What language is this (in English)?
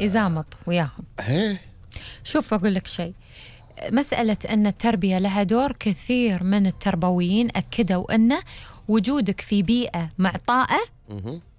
Gulf Arabic